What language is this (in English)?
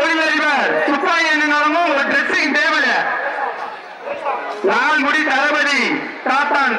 Tamil